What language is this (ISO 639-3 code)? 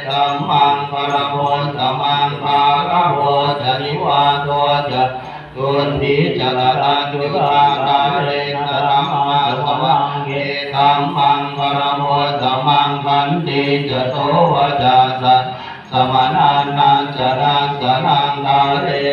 pli